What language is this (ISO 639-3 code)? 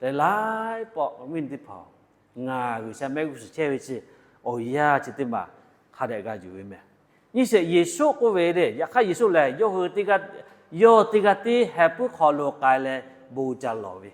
lhu